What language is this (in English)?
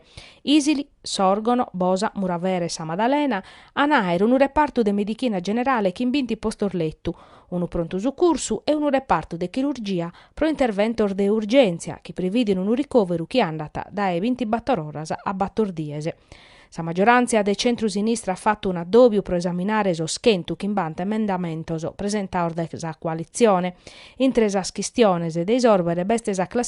Sardinian